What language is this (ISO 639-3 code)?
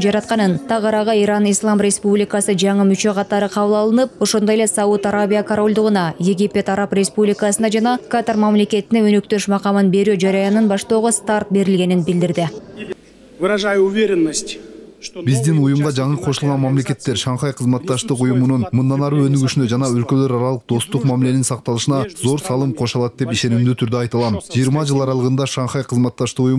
kir